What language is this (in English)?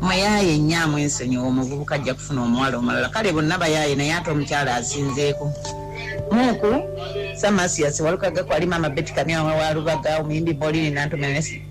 Ganda